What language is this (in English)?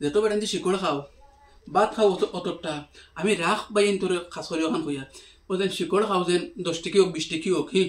Sylheti